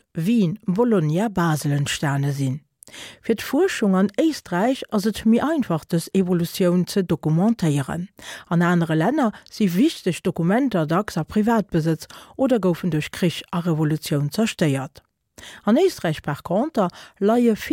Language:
Luxembourgish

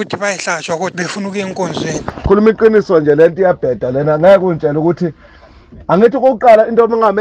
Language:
North Ndebele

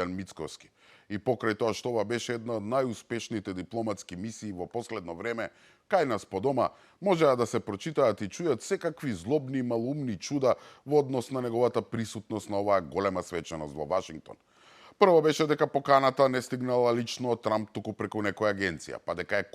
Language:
Macedonian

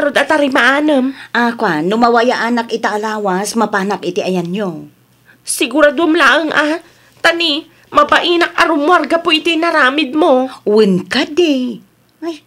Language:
Iloko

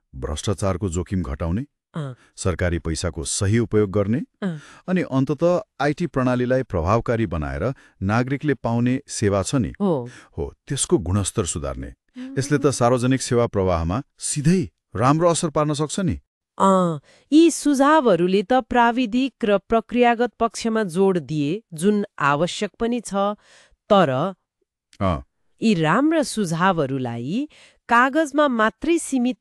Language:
Nepali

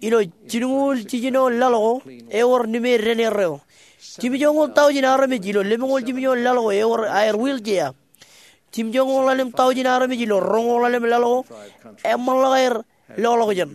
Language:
Marshallese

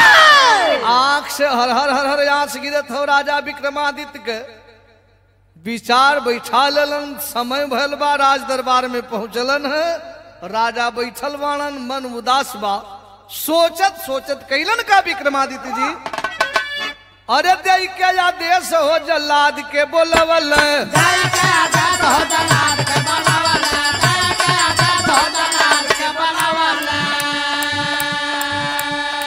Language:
Bhojpuri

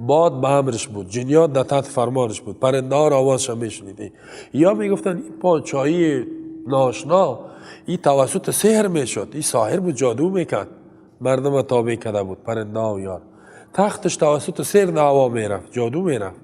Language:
Persian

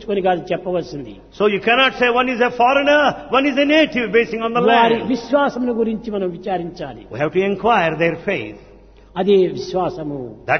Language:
Telugu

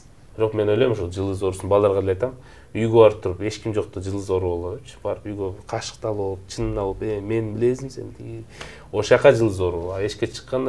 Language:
Kyrgyz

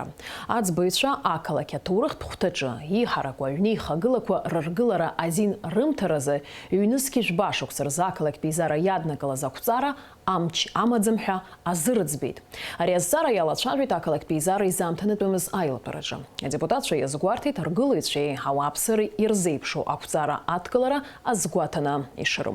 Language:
Abkhazian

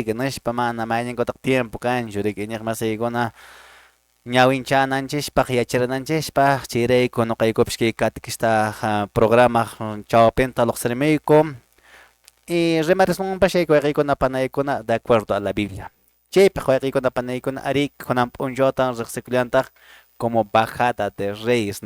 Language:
Quechua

